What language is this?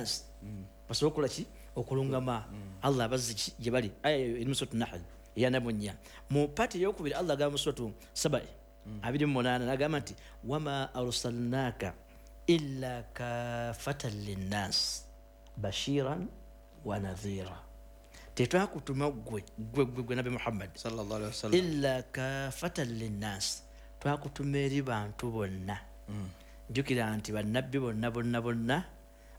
Ganda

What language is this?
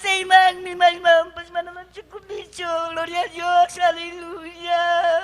Ayacucho Quechua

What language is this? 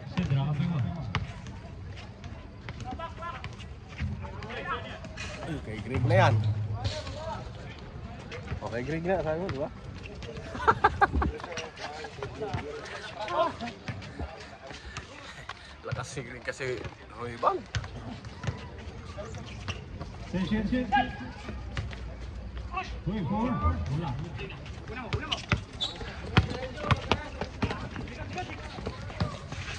Filipino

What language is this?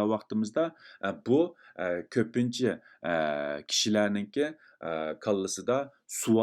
Uyghur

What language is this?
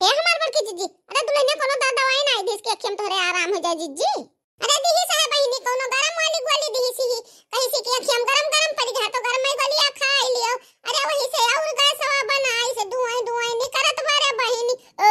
Awadhi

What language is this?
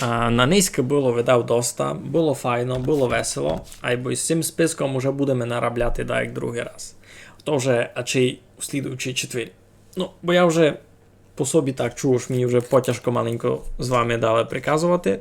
Rusyn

